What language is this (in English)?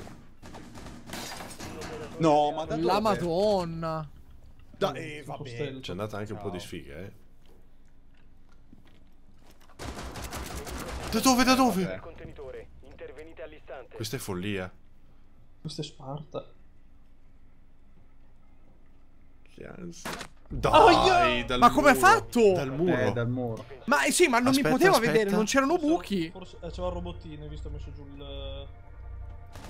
Italian